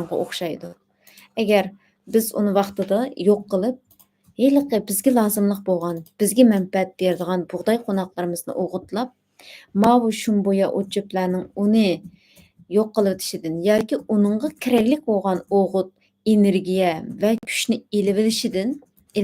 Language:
Uyghur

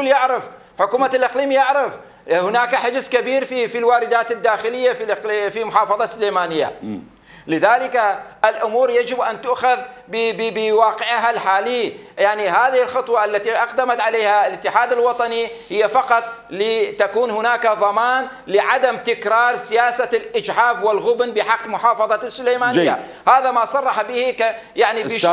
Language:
Mesopotamian Arabic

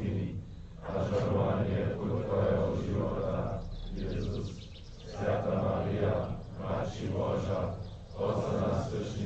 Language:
Upper Sorbian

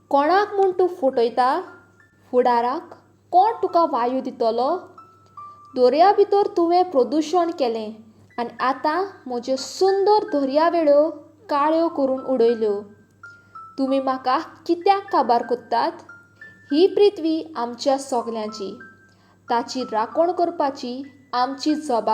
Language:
Konkani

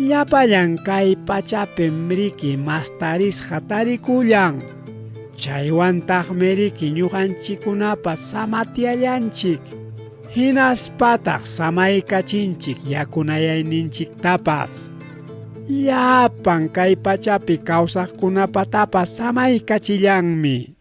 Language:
Ayacucho Quechua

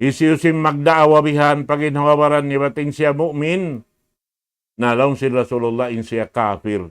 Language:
Tausug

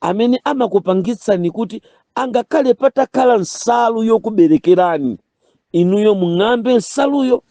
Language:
Nyanja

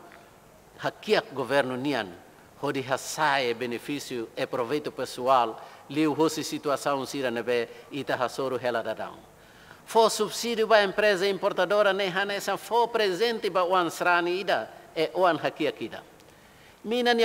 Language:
Tetum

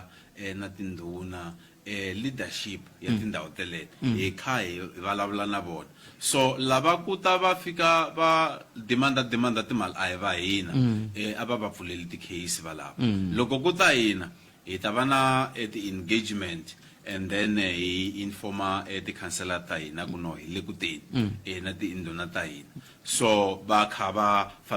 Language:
Tsonga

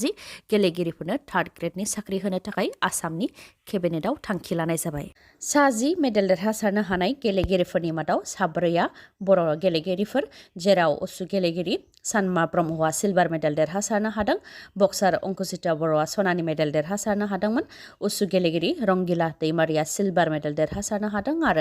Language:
Bodo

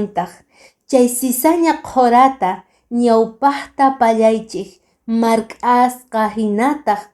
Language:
Quechua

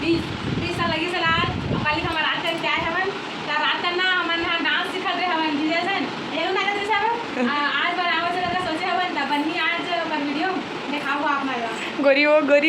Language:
Chhattisgarhi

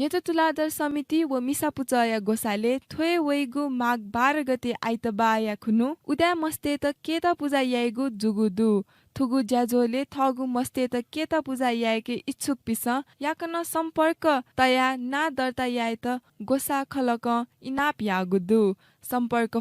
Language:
Newari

